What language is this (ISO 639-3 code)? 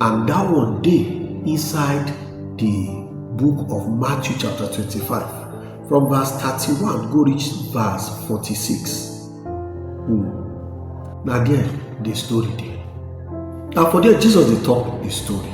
pcm